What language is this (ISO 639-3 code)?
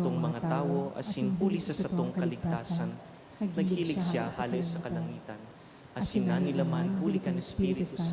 bik